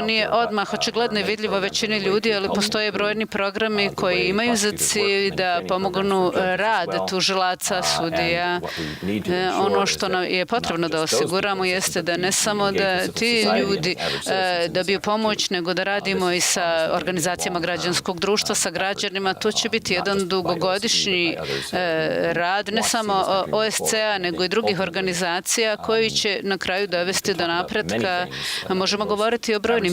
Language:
Bosnian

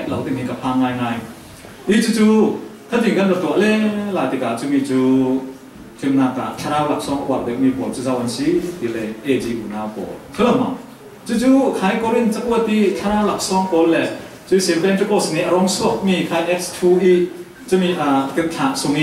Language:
Falam Chin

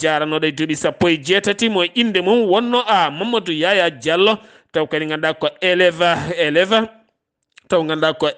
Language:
Fula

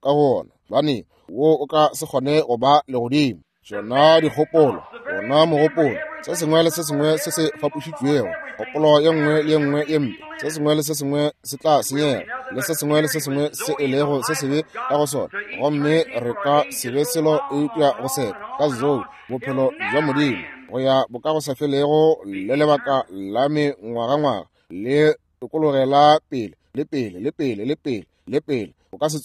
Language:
Northern Sotho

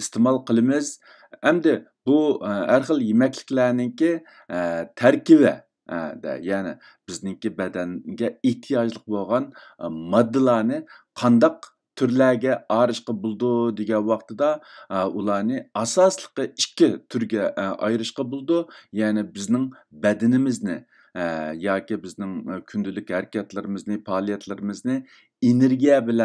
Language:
Uyghur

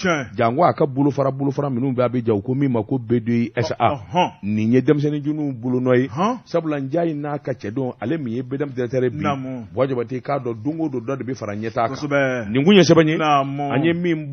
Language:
Bambara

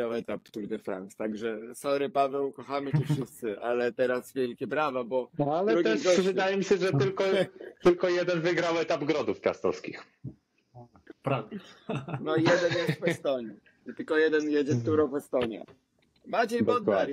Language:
Polish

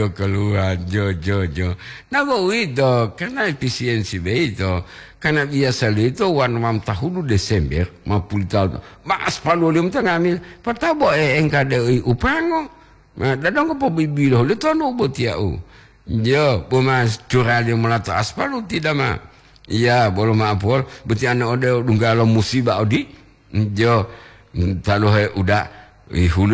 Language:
Gorontalo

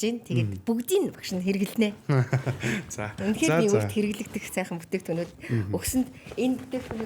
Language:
Mongolian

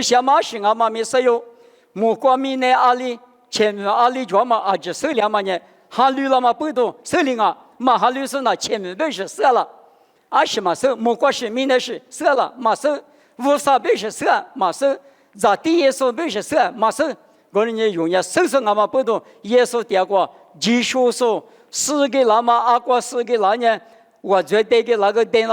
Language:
Lisu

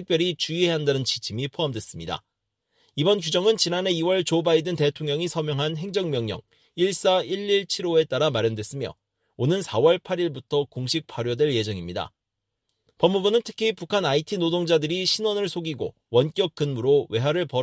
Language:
Korean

